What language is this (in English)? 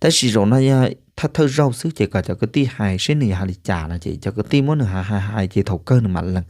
Hmong